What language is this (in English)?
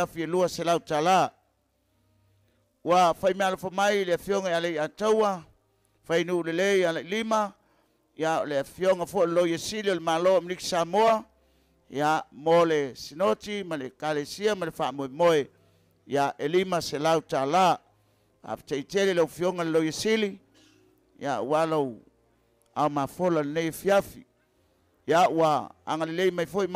Samoan